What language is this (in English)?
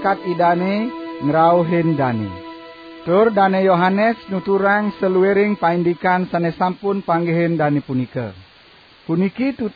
Balinese